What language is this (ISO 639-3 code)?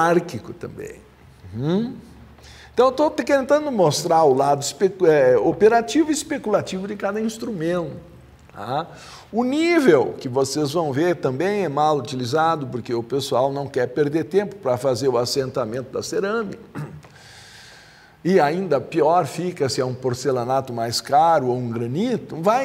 por